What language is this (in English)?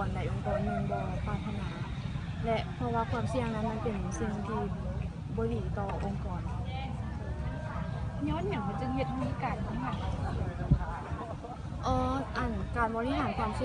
Lao